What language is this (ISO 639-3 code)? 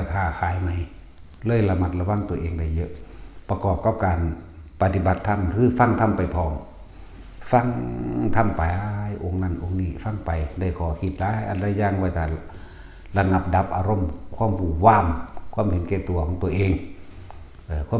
tts